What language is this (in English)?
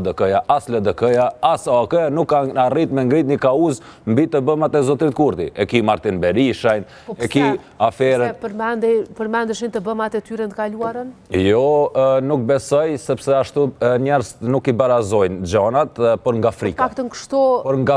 Albanian